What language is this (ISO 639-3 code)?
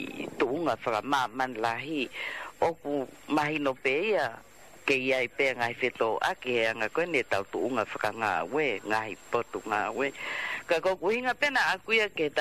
ton